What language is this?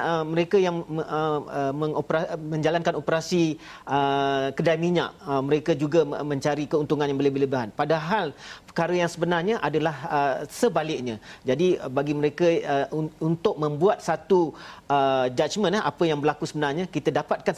Malay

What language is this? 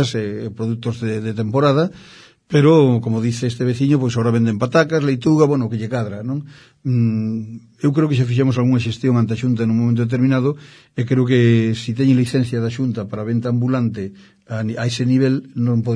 Galician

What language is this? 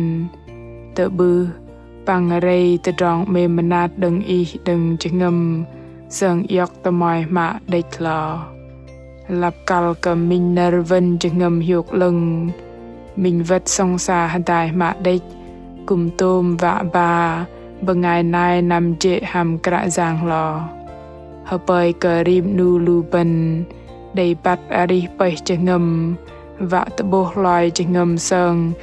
Bahnar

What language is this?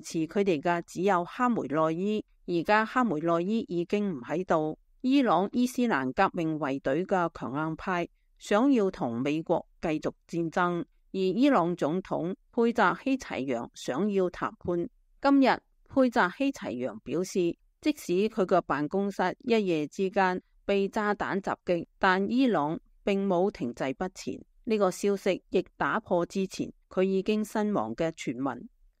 Cantonese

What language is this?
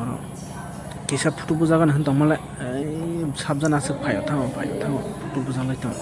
Kok Borok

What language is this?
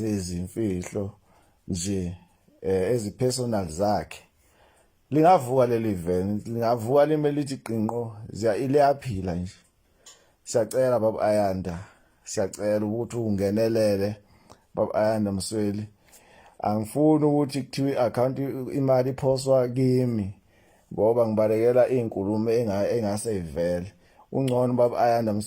Zulu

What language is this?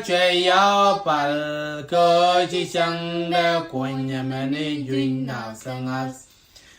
Nuer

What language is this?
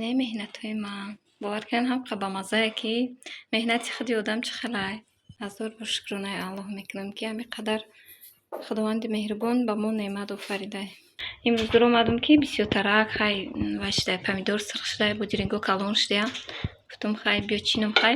Tajik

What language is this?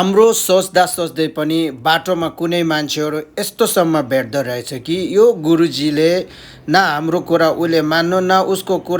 Nepali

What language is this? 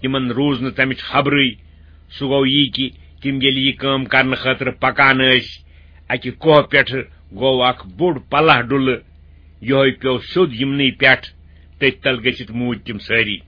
Kashmiri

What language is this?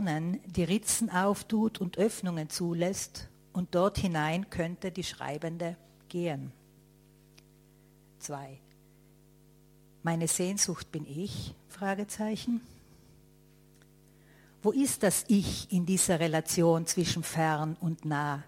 German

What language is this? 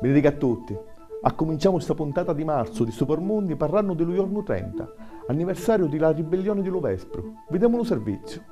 Sicilian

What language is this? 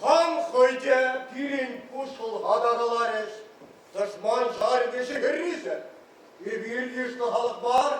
Chuvash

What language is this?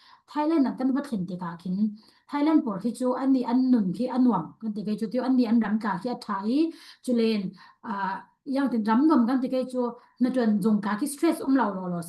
Falam Chin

